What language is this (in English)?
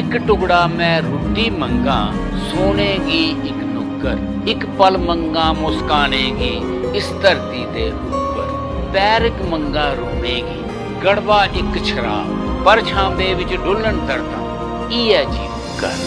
Dogri